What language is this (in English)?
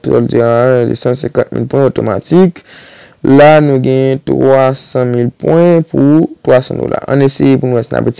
Haitian Creole